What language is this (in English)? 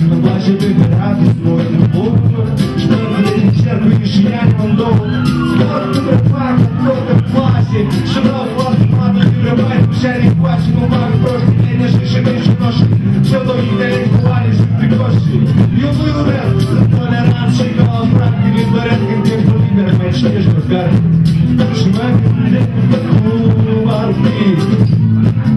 Romanian